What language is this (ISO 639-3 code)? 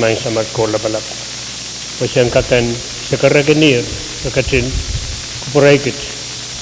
pon